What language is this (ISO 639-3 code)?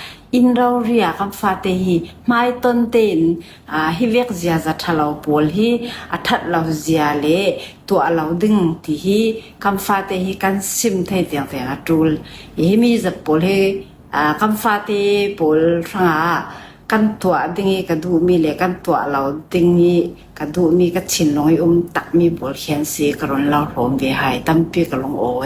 cfm